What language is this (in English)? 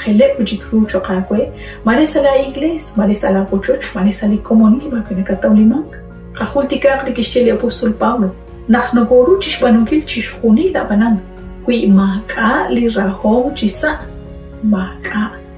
Kekchí